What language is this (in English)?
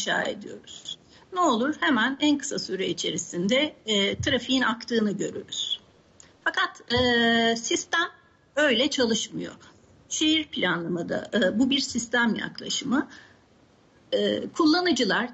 Turkish